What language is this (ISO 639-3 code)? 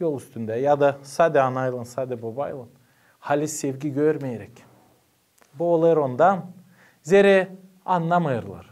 gag